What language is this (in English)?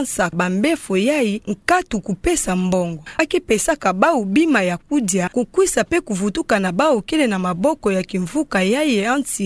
Kituba (Democratic Republic of Congo)